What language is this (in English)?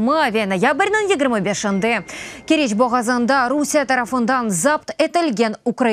Crimean Tatar